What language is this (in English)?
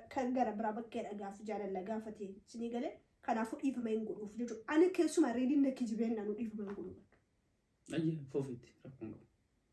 Oromo